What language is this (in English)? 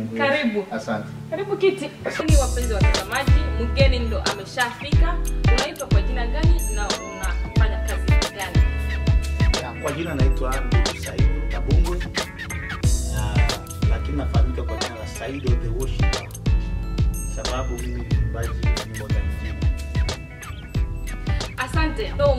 Swahili